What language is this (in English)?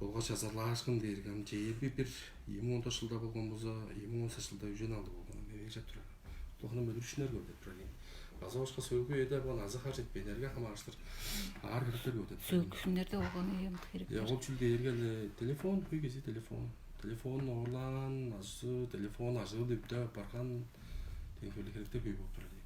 Tuvinian